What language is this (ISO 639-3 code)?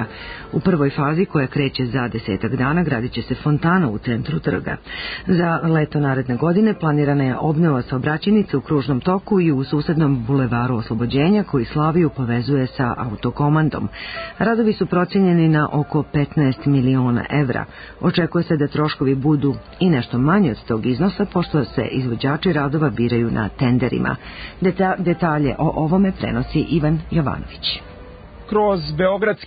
srp